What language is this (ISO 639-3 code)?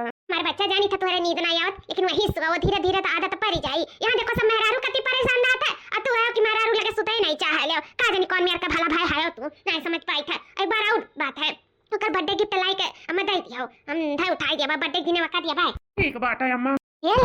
awa